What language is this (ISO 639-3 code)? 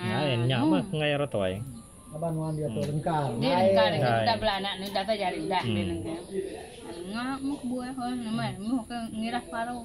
iba